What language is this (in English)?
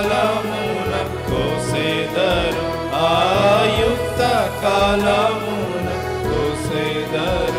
Telugu